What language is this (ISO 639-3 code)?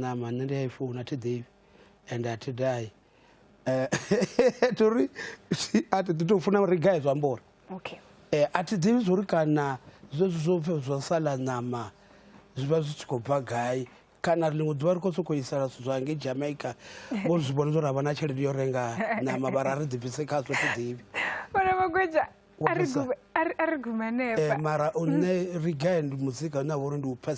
ven